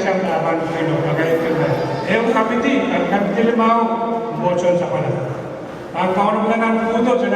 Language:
Pohnpeian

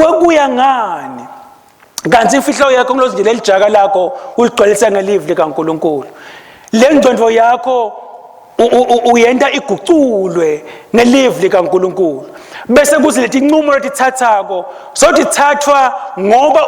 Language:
Swati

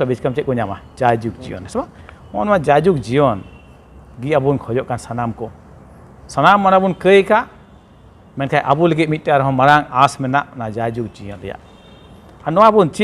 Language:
Santali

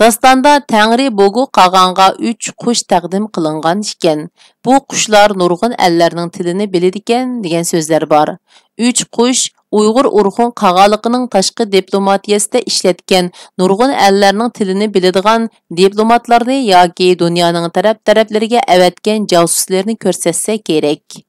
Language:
Uyghur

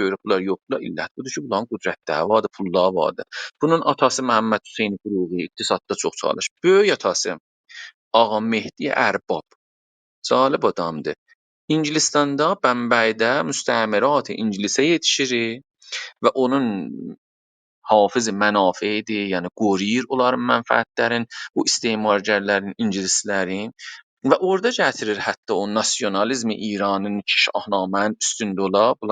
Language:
South Azerbaijani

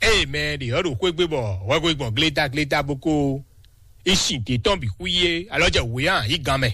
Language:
Fon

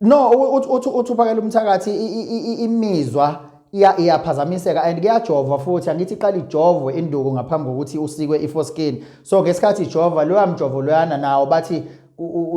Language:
Zulu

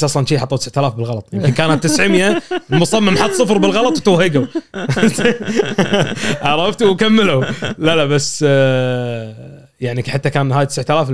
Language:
Gulf Arabic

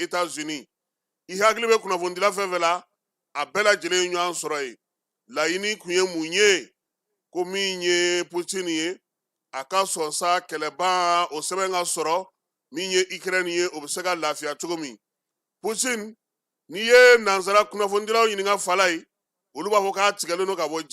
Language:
Bambara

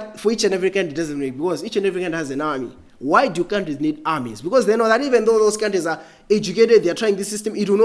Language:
English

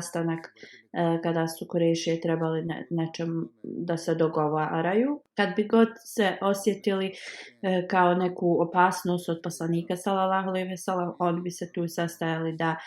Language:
Bosnian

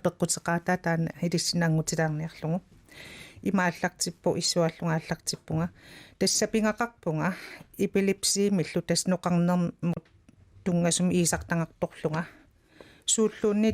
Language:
Kalaallisut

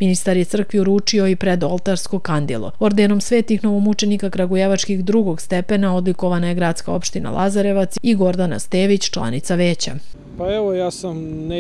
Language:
Serbian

